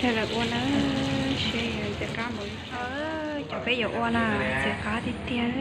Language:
Hmong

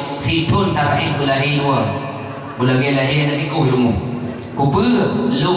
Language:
Achinese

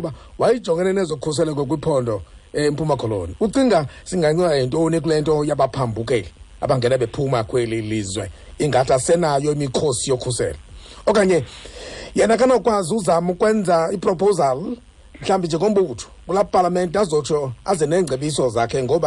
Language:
Xhosa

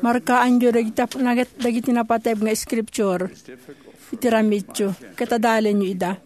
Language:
Iloko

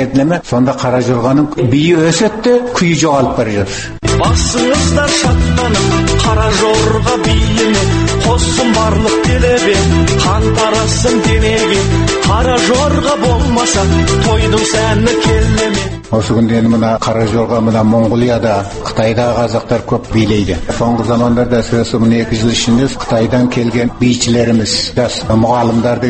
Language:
Kazakh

